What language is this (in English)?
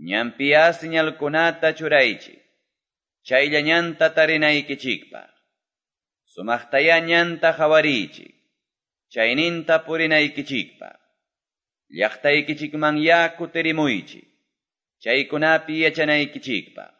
Quechua